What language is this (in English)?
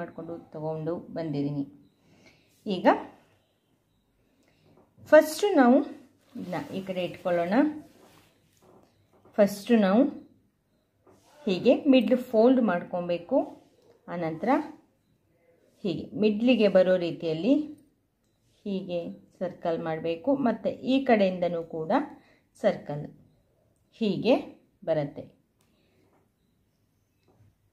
Kannada